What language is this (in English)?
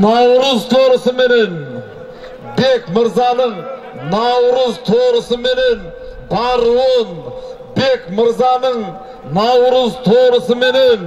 Kazakh